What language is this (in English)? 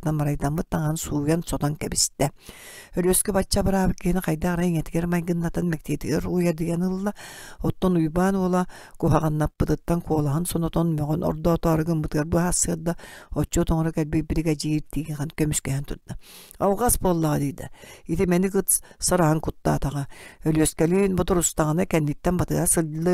Yakut